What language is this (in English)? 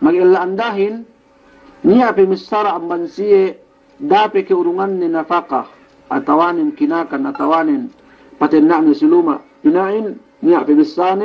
Yakan